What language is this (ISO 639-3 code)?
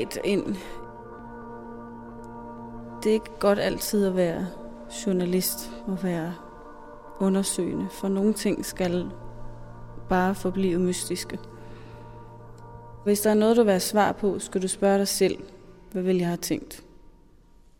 dan